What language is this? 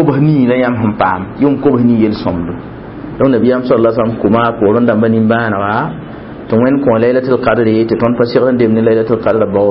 Mossi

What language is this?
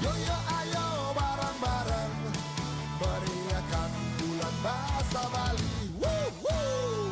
Balinese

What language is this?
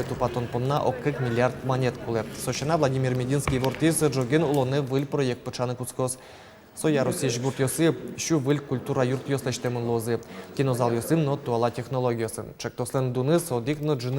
Udmurt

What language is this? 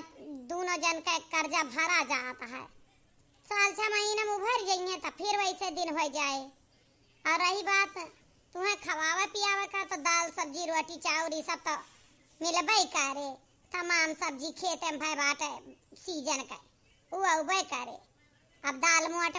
Awadhi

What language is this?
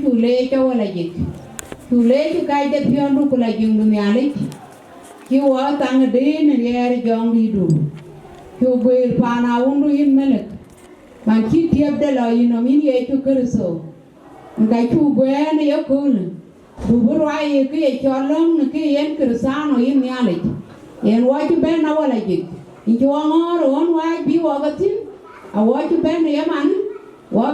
Dinka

